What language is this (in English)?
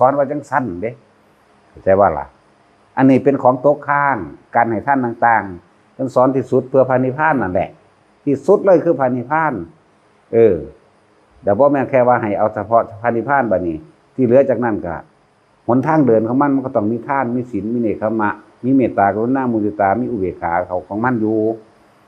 Northeastern Thai